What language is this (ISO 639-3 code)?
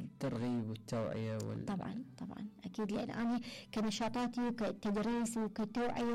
acm